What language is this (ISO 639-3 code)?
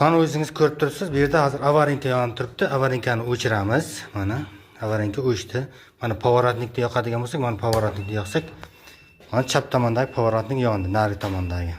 uzb